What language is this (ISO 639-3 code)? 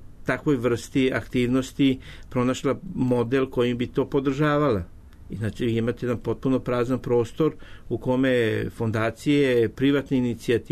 srp